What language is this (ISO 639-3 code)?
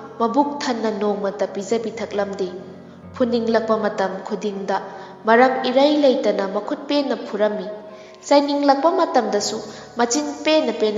mni